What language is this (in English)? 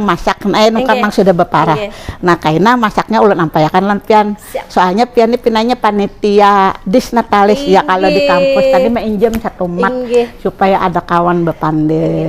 Banjar